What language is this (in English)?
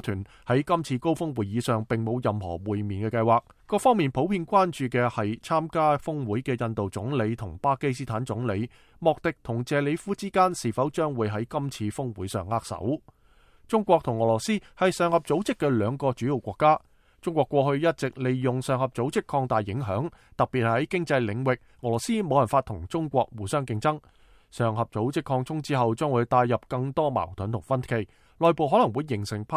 Cantonese